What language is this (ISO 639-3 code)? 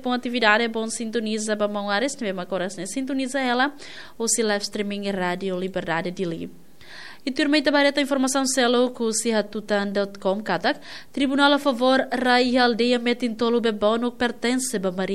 tet